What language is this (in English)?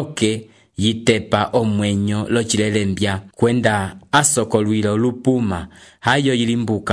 Umbundu